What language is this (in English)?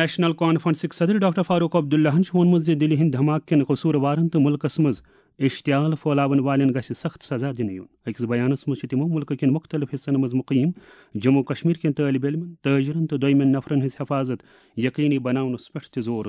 Kashmiri